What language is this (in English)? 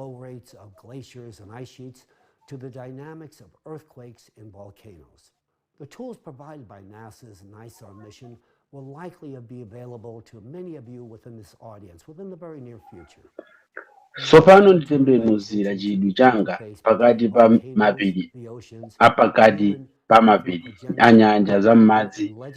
Nyanja